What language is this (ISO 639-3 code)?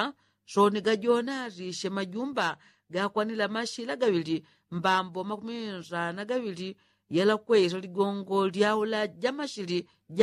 yao